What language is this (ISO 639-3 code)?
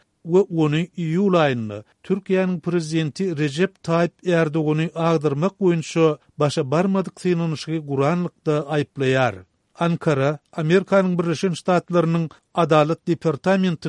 tuk